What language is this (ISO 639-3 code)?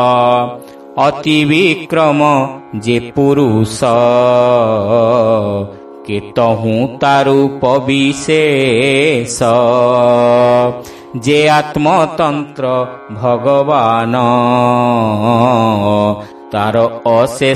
ori